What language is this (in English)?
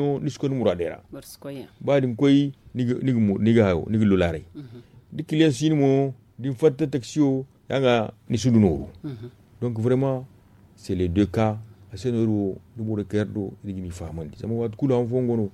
Zarma